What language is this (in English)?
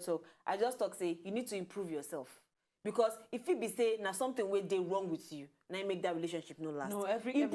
Nigerian Pidgin